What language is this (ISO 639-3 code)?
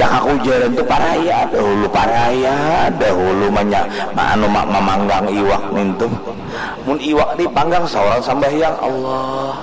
bjn